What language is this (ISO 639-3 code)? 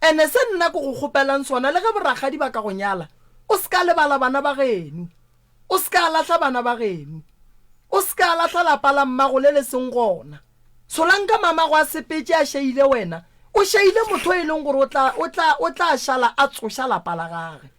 nso